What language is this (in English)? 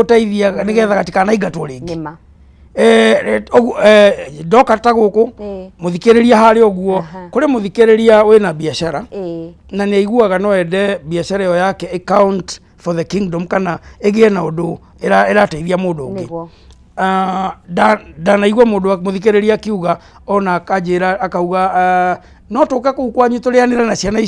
Kikuyu